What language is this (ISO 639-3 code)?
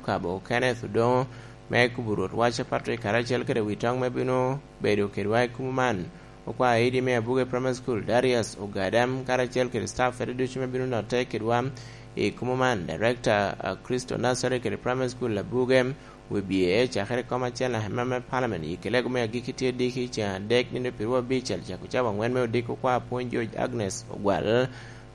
laj